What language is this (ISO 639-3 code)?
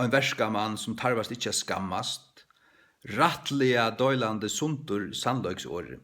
fao